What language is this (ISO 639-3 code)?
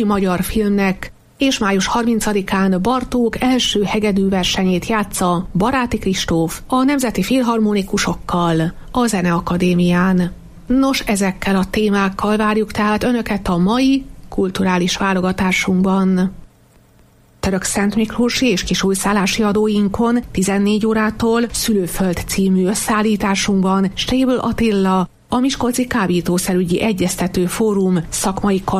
hun